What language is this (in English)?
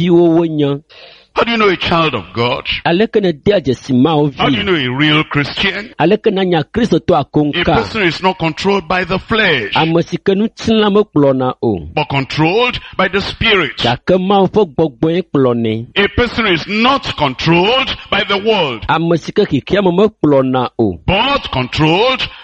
Ewe